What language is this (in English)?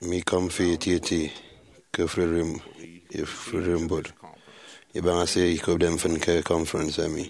Efik